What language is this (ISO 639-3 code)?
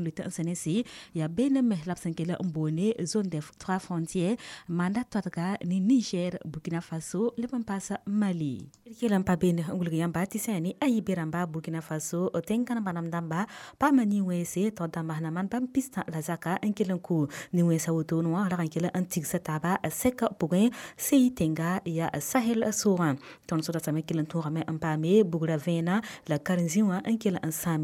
mos